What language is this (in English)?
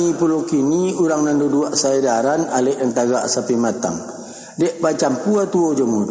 Minangkabau